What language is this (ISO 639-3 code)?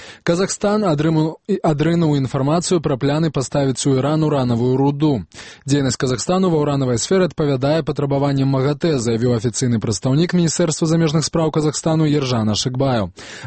bel